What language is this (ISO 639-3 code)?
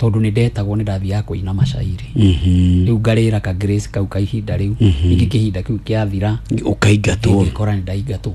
kik